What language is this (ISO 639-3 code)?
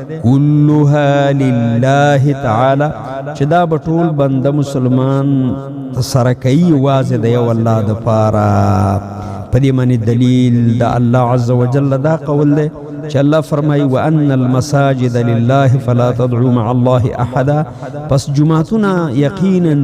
pus